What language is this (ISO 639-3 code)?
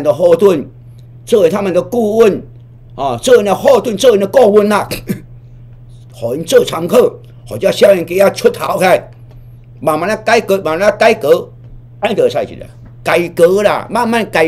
nan